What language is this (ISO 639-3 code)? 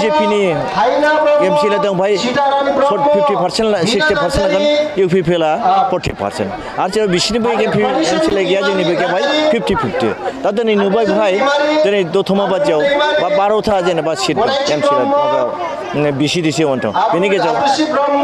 brx